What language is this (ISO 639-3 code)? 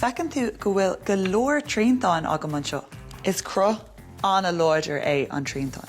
gle